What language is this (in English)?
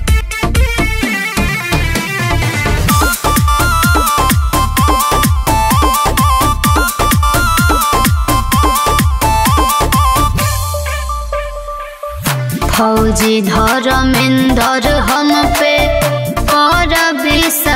Bhojpuri